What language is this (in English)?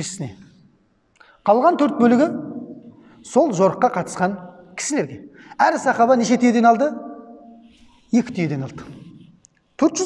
Kazakh